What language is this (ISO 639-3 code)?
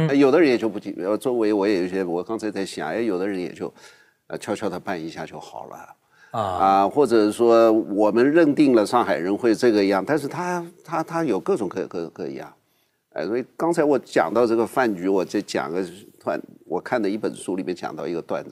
zho